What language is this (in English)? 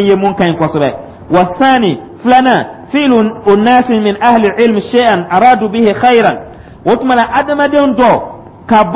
Dyula